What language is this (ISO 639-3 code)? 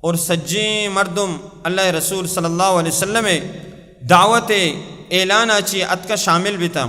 bal